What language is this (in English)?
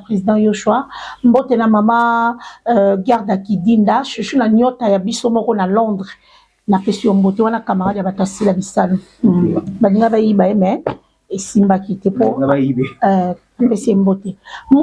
Lingala